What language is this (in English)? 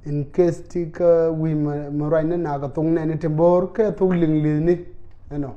Nuer